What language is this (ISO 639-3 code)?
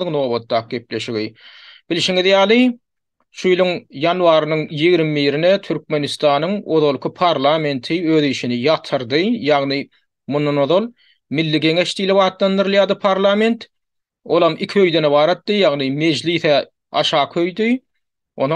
tuk